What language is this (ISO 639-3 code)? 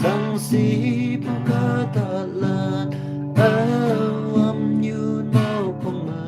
nag